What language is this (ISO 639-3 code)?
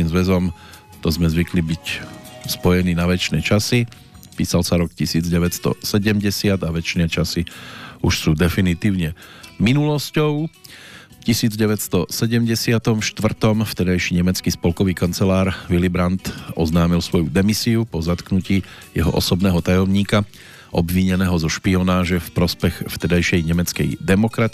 slk